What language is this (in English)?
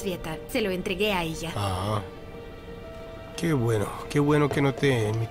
Spanish